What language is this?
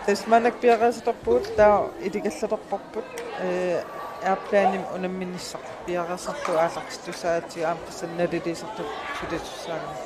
Kalaallisut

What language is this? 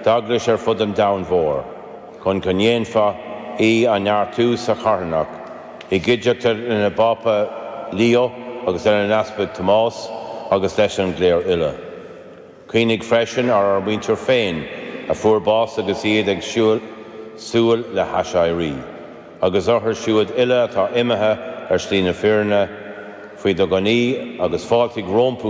Irish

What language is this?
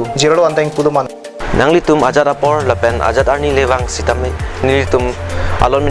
Karbi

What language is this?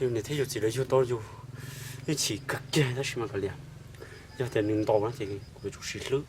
Hmong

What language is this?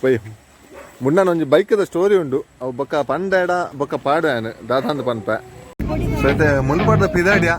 Tulu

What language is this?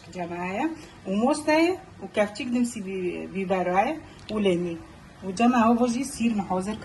Kurdish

